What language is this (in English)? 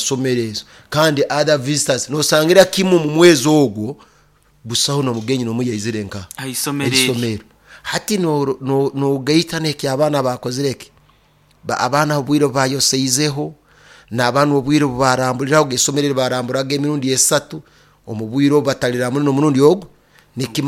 Nyoro